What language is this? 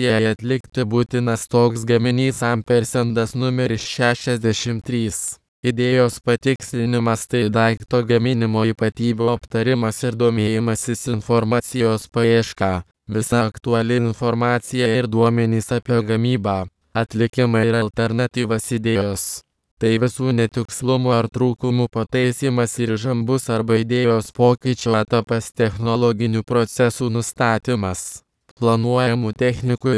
Lithuanian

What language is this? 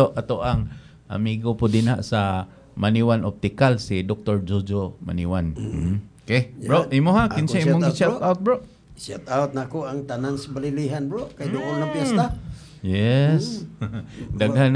Cebuano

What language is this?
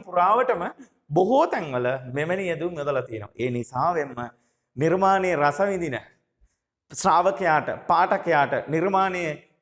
Sinhala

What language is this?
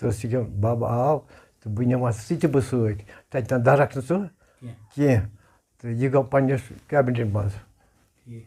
Kashmiri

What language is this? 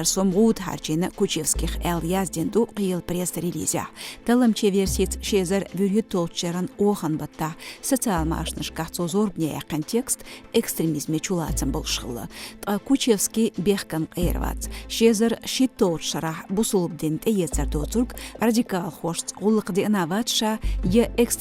Chechen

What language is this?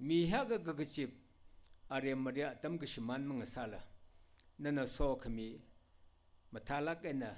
Tangkhul Naga (India)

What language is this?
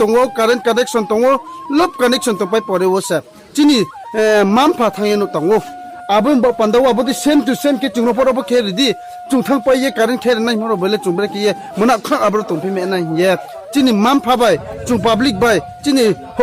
Riang (India)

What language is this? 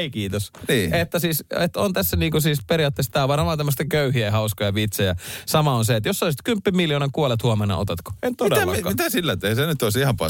Finnish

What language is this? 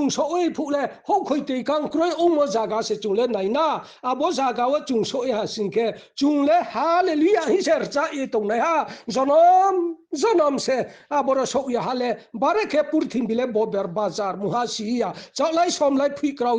Riang (India)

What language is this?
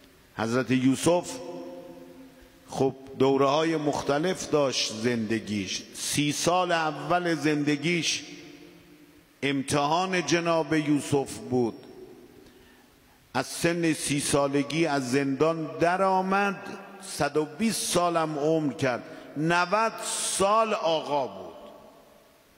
Persian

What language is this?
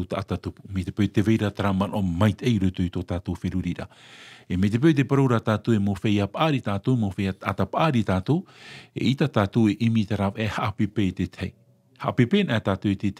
Tahitian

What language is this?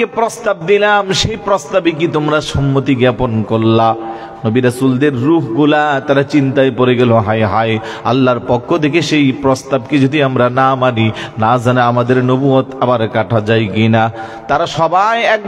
Bangla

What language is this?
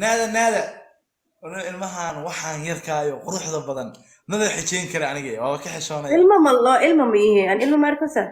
Somali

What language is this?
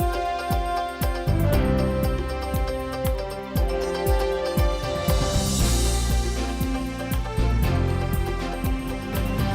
Udmurt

